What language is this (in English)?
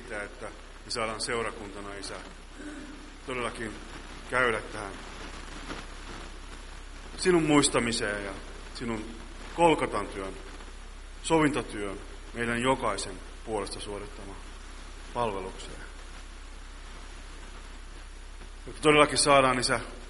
Finnish